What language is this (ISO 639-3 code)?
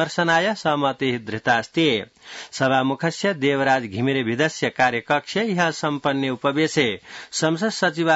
san